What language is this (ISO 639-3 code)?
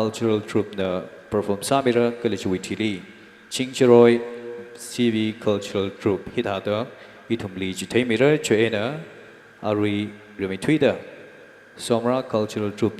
nmf